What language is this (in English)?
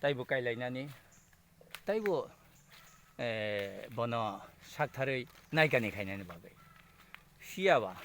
Kok Borok